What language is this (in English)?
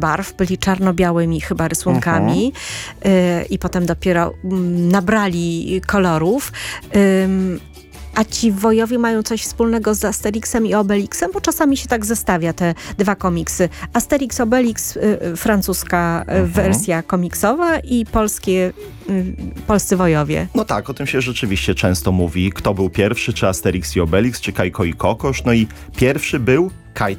Polish